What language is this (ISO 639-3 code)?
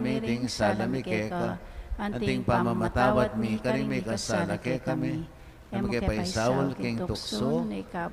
pam